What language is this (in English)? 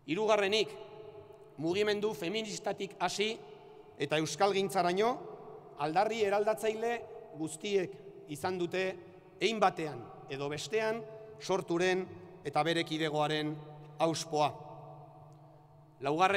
Basque